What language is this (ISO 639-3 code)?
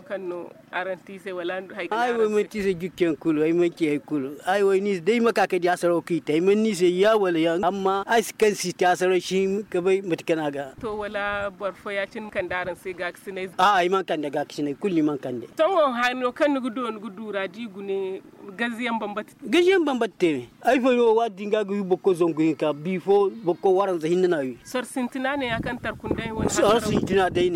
dje